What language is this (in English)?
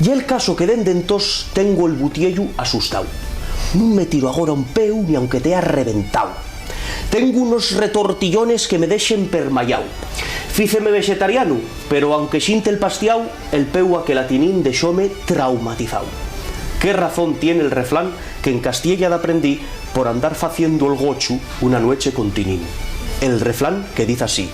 Asturian